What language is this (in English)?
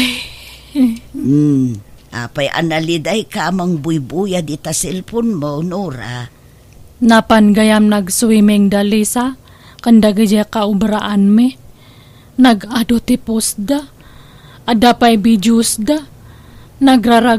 Iloko